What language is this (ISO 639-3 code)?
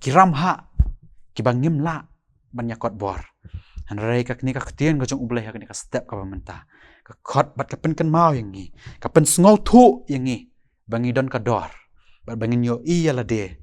kha